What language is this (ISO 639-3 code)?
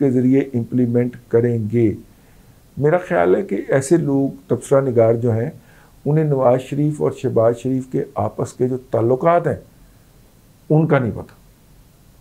urd